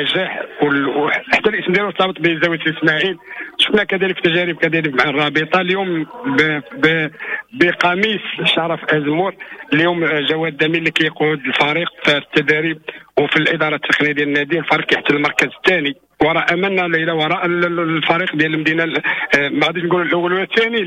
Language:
Moroccan Arabic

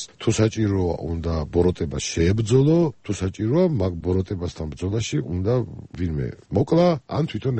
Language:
Georgian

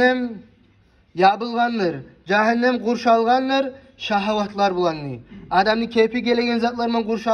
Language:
Kumyk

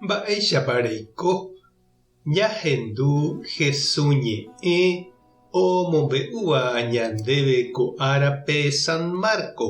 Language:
Guarani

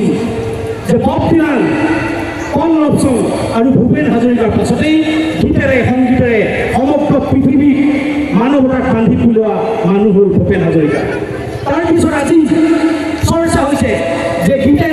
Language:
Assamese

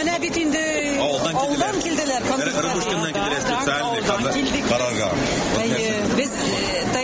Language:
Tatar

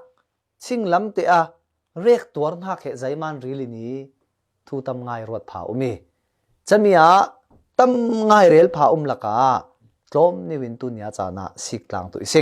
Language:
Falam Chin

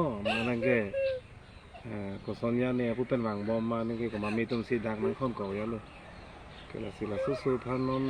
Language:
Karbi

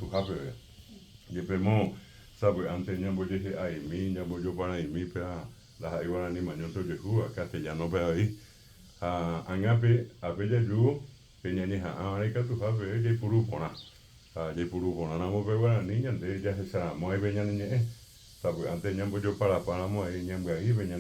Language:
Guarani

